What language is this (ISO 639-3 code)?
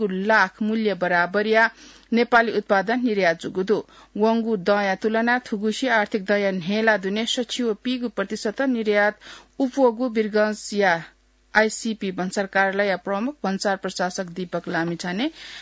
new